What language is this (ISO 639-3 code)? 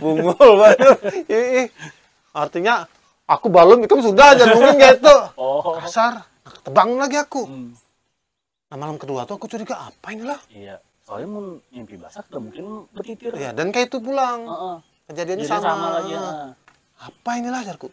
bjn